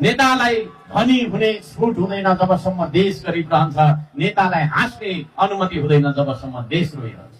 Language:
Nepali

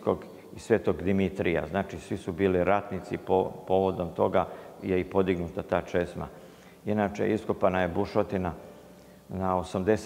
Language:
Serbian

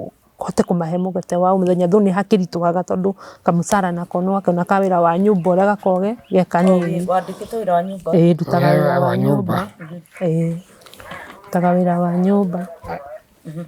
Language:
Kikuyu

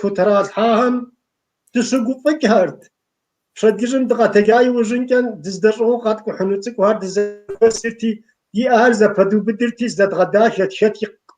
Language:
Kabardian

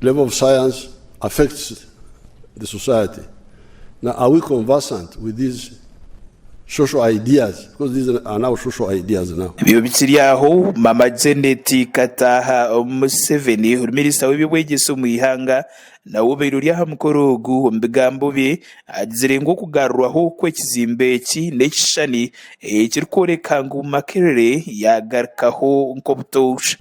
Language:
Nyankole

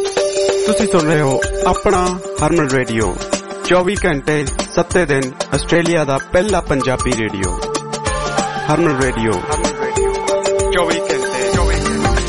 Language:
Punjabi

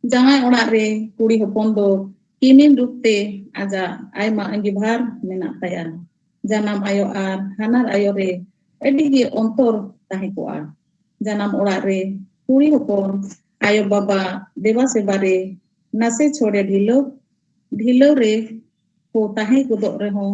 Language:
Santali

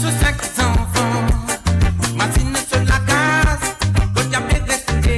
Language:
Morisyen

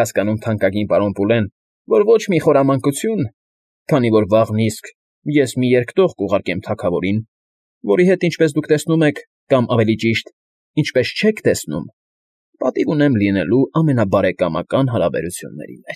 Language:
Armenian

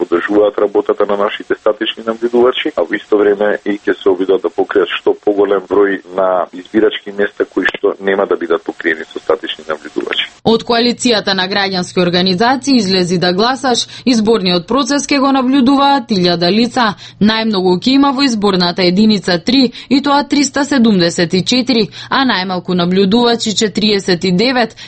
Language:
Macedonian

